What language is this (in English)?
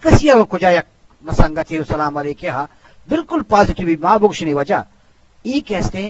Eastern Balochi